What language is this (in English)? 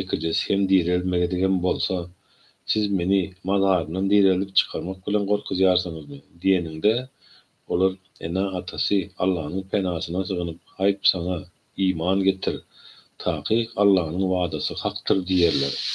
Turkmen